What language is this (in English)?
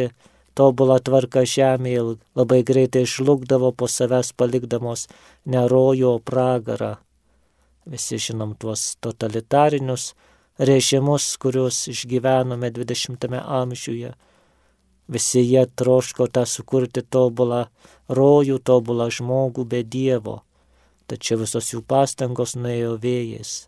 Lithuanian